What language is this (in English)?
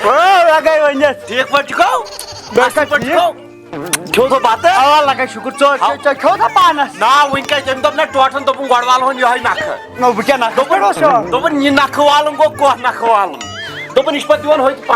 Kashmiri